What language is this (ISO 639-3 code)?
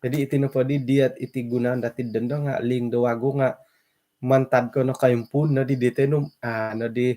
dtp